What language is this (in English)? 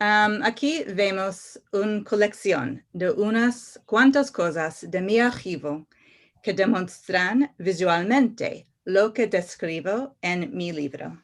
Ladino